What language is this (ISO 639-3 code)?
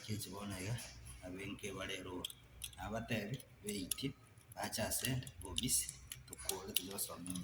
guz